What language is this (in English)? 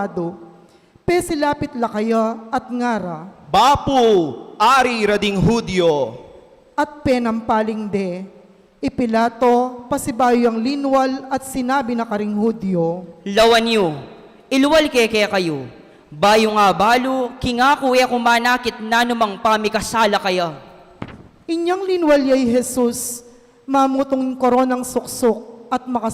Pampanga